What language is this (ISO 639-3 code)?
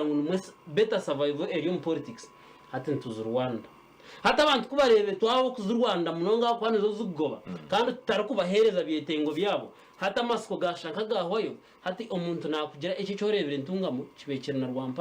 nyn